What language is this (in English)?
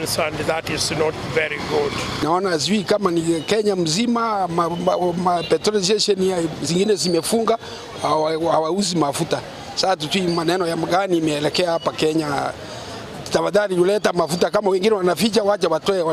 Gusii